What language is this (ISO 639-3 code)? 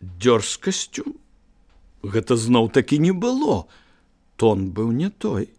bel